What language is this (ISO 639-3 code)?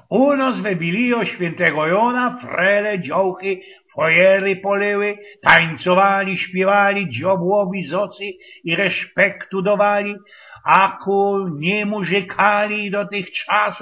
szl